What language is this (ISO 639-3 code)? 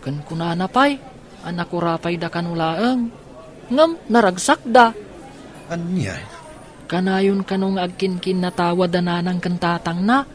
ilo